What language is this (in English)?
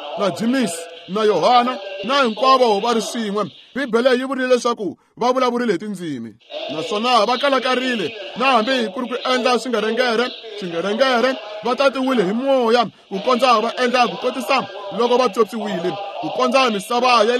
Tsonga